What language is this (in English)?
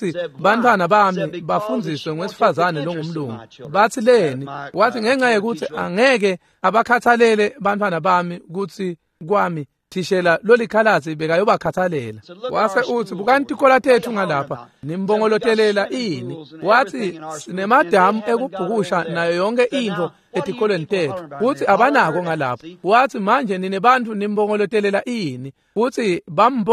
Swati